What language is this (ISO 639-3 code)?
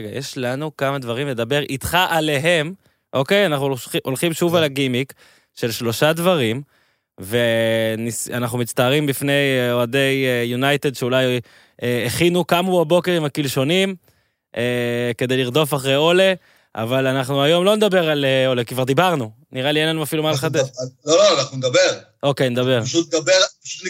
heb